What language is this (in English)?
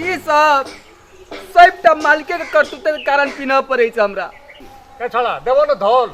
Maithili